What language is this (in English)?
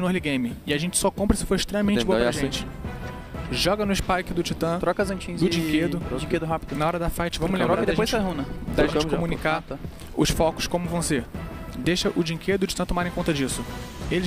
Portuguese